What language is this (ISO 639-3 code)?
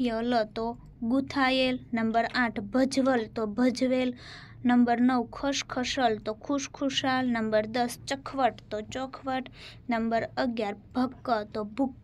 guj